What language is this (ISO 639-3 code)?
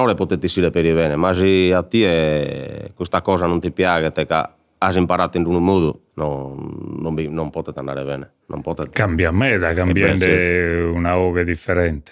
srd